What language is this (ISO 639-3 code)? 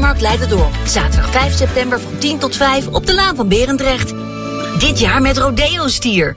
nld